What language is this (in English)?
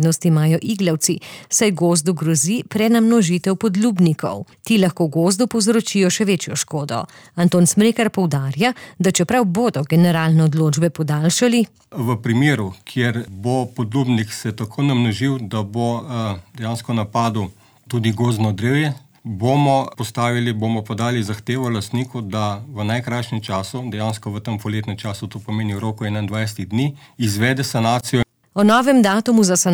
Slovenian